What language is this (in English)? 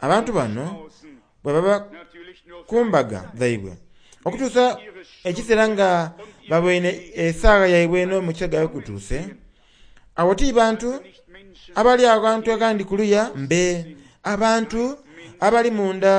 Soga